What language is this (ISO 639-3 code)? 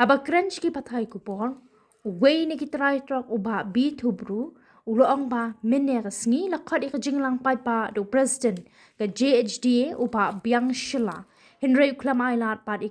kha